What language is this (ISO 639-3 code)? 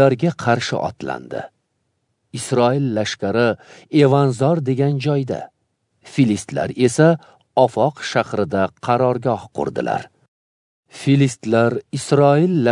uzb